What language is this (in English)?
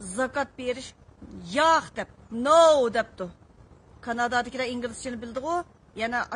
Uyghur